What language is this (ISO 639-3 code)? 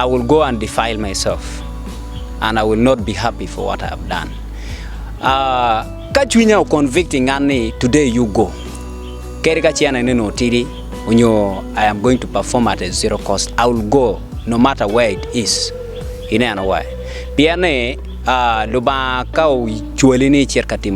ach